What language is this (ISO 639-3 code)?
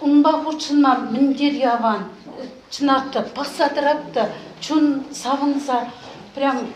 chv